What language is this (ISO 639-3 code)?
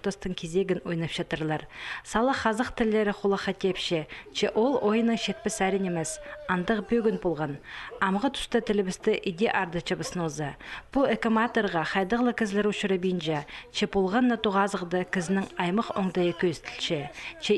kjh